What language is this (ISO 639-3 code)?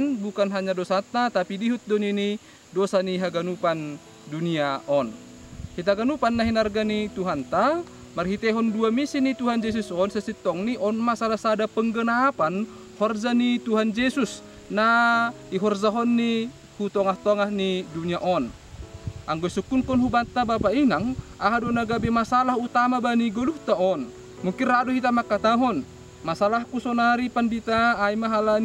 bts